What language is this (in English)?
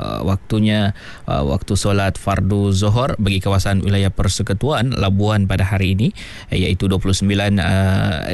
Malay